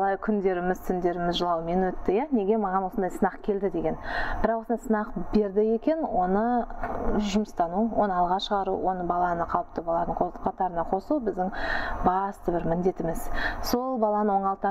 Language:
Kazakh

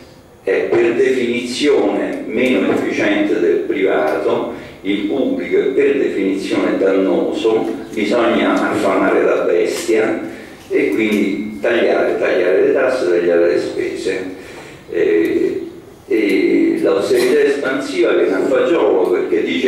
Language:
Italian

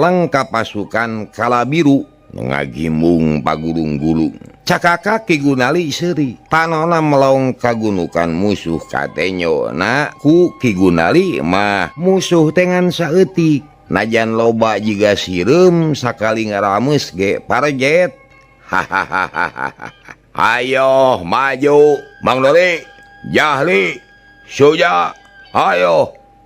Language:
Sundanese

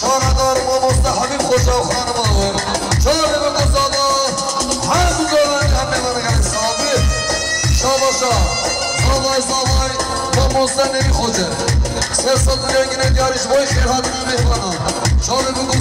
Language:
Kurdish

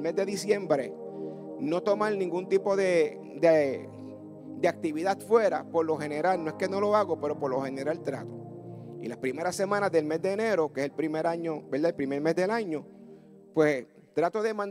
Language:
Spanish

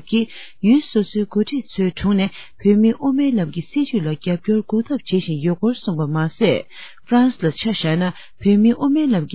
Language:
Tibetan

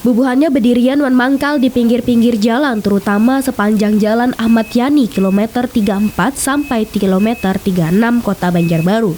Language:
Banjar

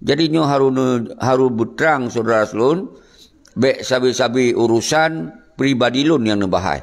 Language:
Achinese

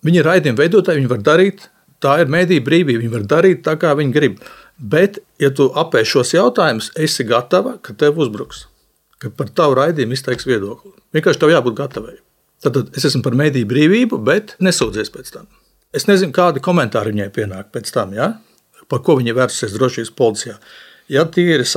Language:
Latvian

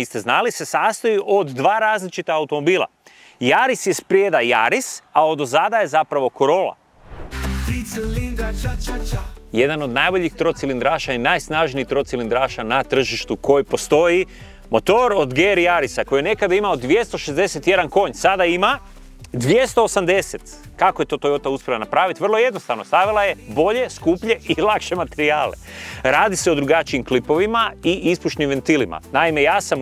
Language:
Croatian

